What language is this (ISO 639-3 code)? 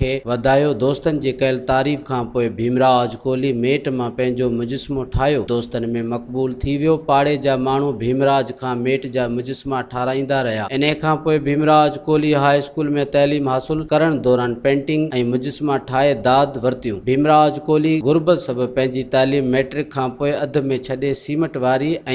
snd